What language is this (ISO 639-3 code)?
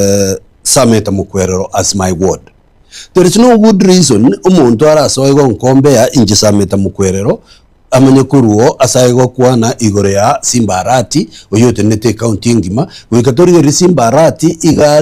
guz